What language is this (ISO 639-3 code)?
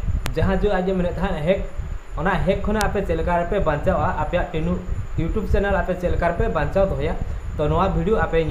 sat